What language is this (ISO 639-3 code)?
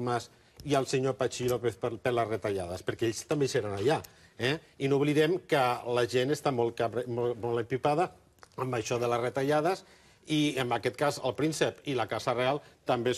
cat